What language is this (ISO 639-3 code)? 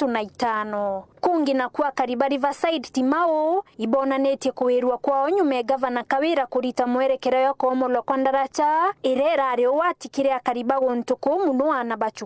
mer